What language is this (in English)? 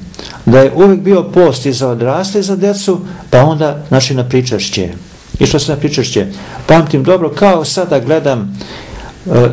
Serbian